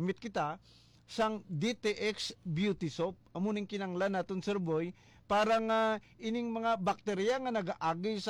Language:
Hiligaynon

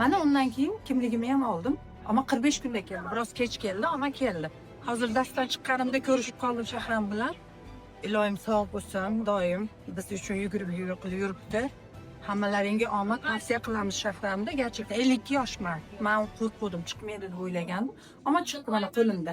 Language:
Uzbek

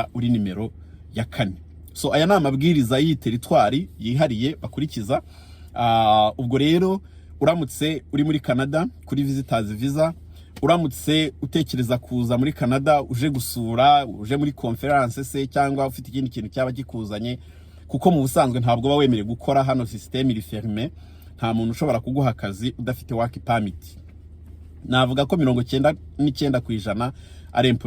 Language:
Kinyarwanda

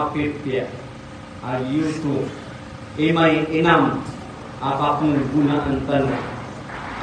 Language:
Maranao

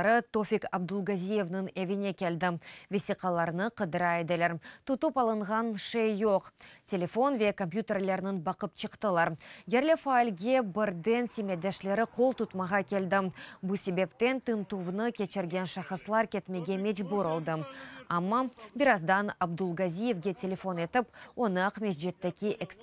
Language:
Crimean Tatar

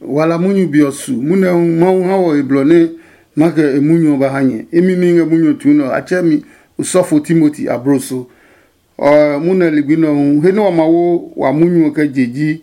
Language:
Adangme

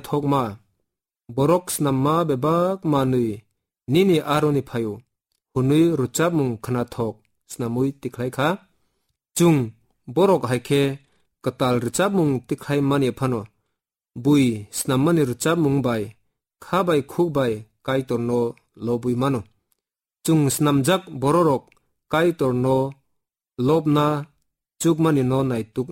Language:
Kok Borok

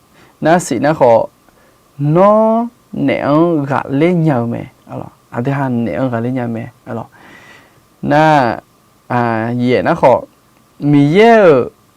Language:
Akha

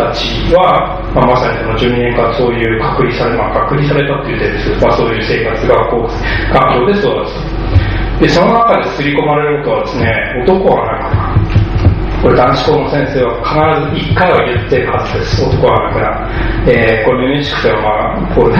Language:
Japanese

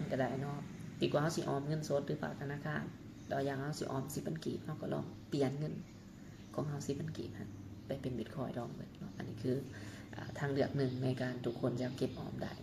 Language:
Lao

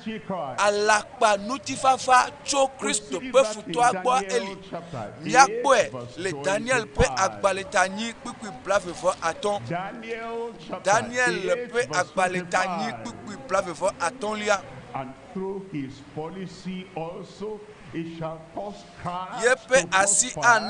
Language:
Ewe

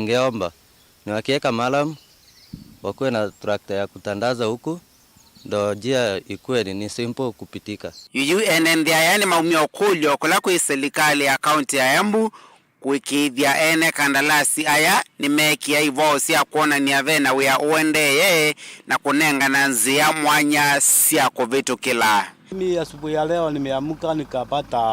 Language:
Kamba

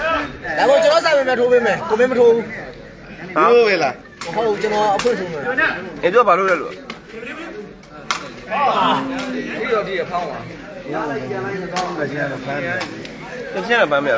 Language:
Burmese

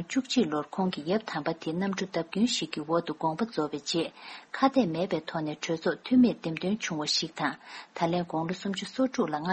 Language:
Tibetan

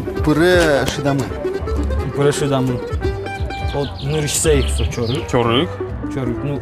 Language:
Udmurt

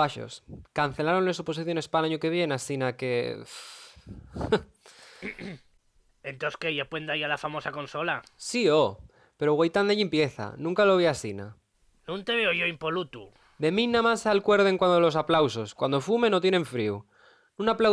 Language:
Asturian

